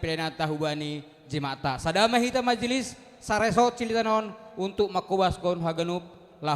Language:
Batak Simalungun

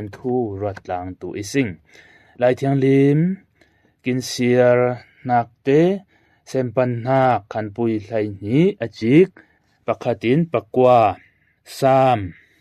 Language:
Falam Chin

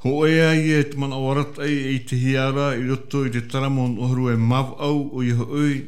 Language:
Tahitian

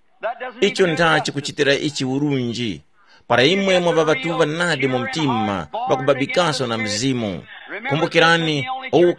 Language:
Tumbuka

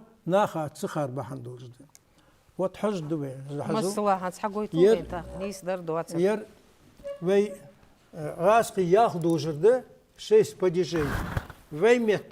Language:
Ingush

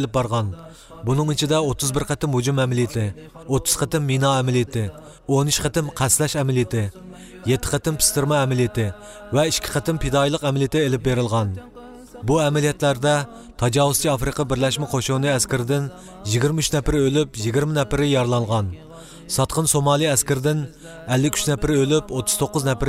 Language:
Uyghur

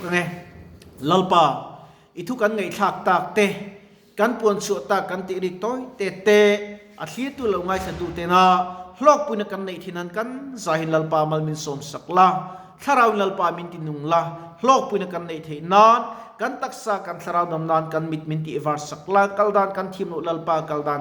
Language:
Mizo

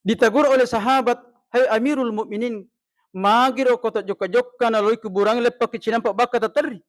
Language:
Buginese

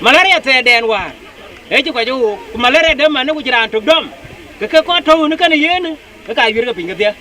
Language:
Dinka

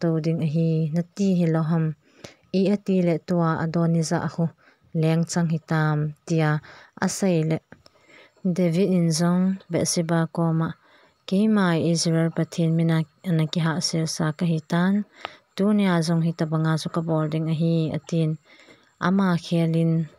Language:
Thado Chin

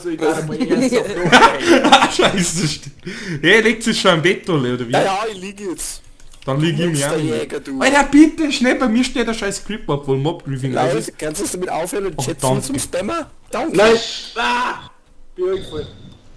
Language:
Bavarian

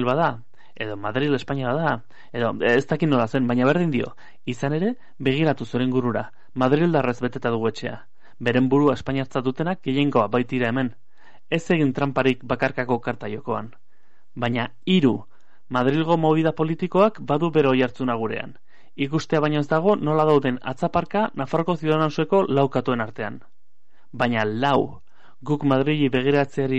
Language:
Basque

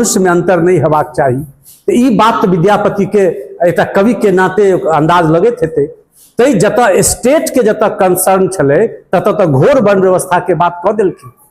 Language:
Maithili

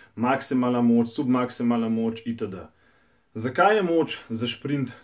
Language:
Slovenian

